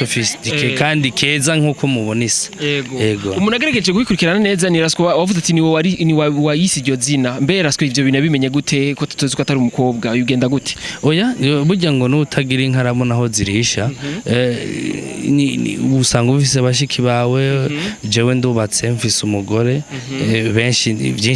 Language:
Rundi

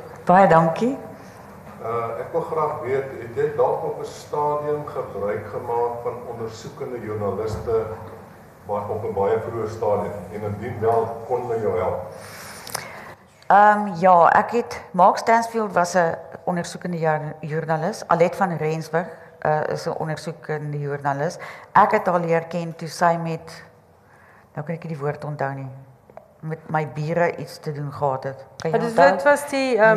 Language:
Afrikaans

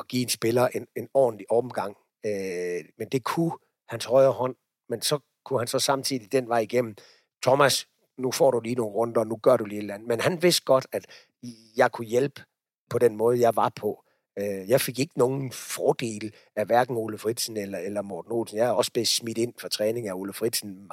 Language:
Danish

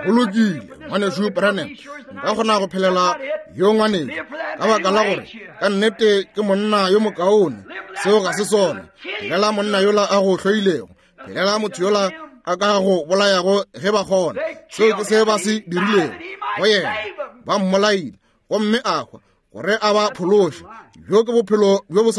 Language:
Northern Sotho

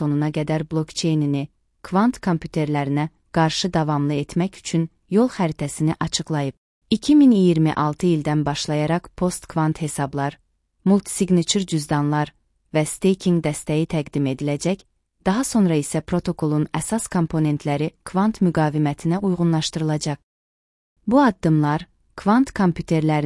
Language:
Azerbaijani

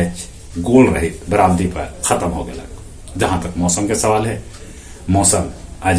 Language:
Magahi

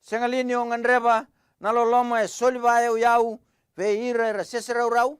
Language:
Fijian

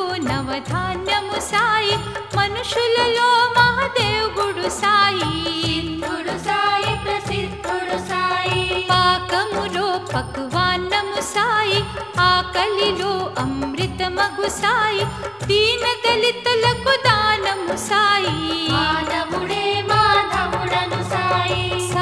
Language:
Telugu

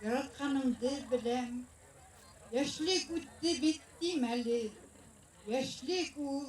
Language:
Bashkir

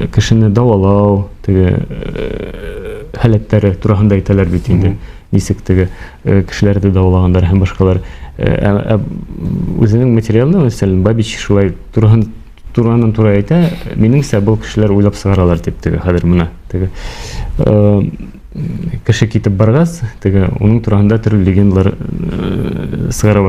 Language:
Bashkir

